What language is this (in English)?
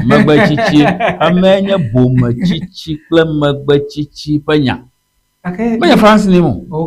Ewe